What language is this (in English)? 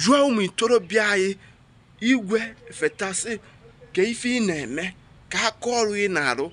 Igbo